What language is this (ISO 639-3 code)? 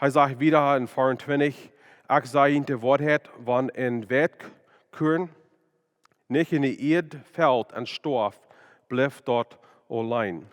pdt